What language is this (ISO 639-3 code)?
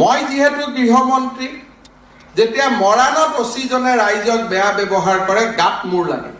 asm